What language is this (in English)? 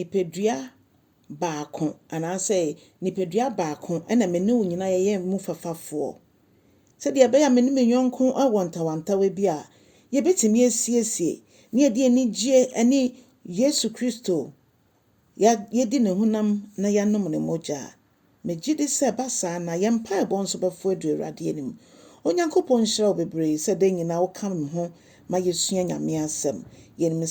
Akan